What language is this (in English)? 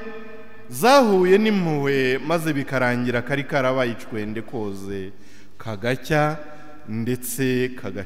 Kinyarwanda